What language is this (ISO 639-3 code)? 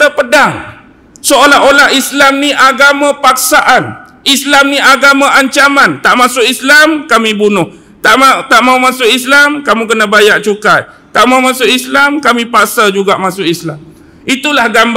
msa